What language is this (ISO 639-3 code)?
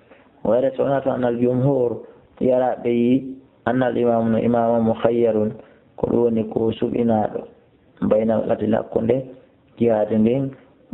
ful